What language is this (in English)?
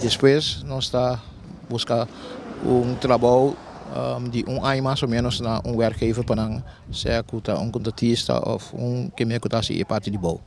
Papiamento